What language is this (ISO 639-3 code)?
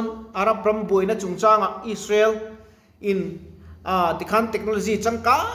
lus